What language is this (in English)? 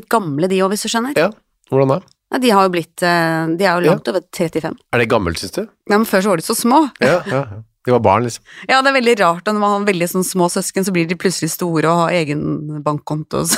Norwegian